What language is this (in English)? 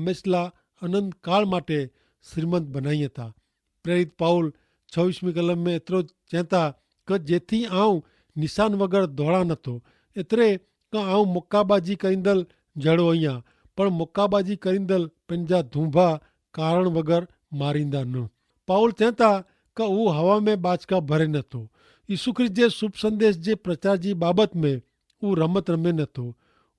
Kachhi